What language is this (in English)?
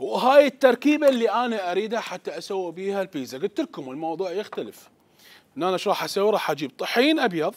Mesopotamian Arabic